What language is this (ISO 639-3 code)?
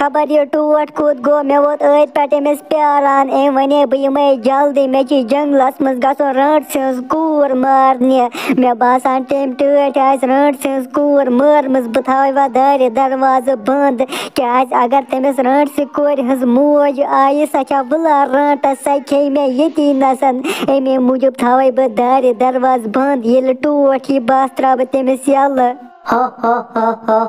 kas